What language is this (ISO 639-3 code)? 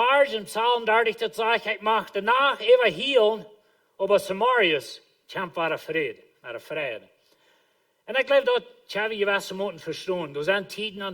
pdt